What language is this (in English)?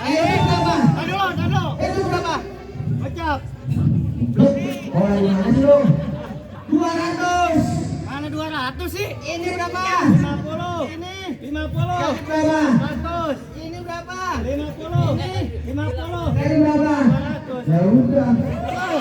Betawi